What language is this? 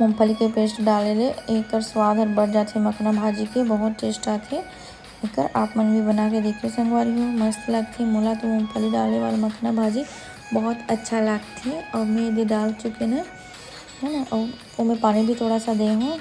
Chhattisgarhi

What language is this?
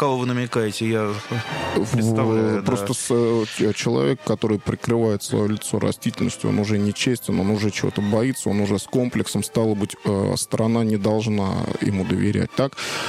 Russian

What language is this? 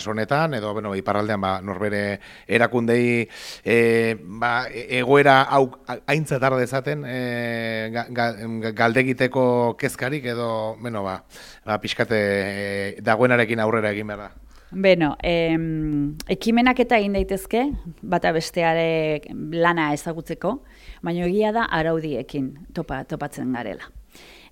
Basque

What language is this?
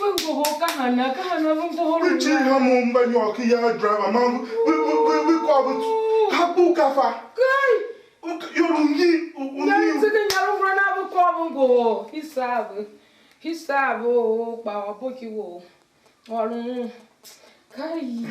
Tiv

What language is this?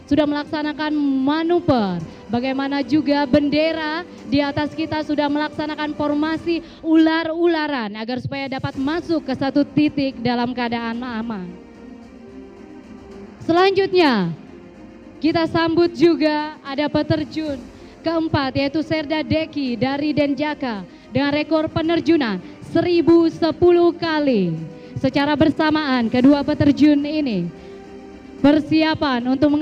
Indonesian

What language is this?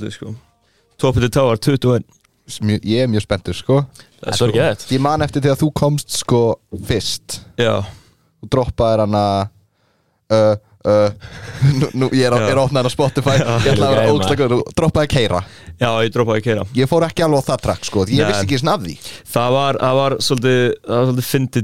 Icelandic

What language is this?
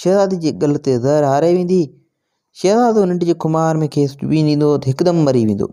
Sindhi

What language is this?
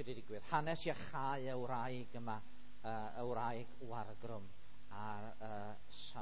Welsh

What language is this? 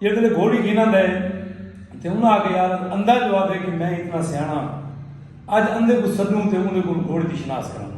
Saraiki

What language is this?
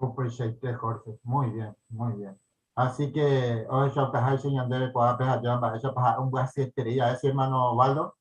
Guarani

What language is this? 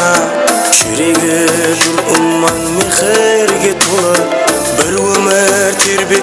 Kara-Kalpak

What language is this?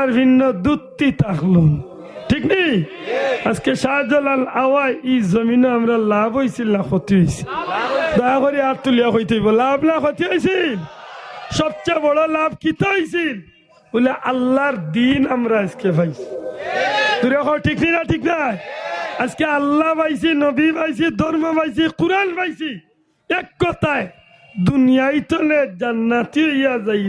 Sylheti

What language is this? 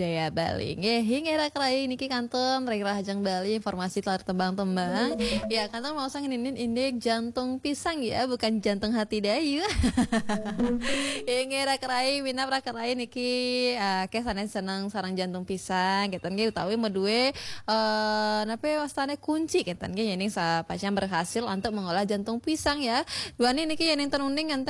Balinese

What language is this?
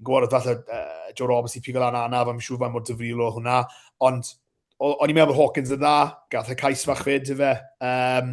Welsh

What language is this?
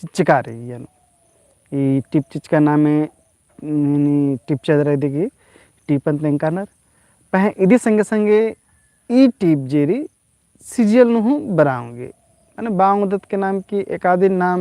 Kurukh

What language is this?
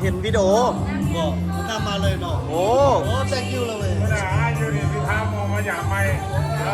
Lao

